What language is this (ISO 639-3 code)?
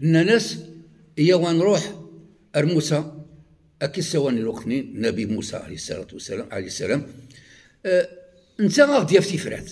kab